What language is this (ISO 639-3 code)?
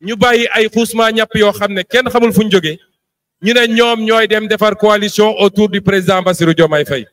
wol